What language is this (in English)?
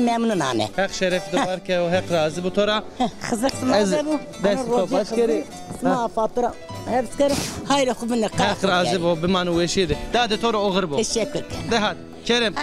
Zaza